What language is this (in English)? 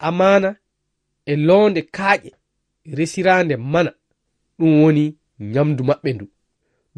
Fula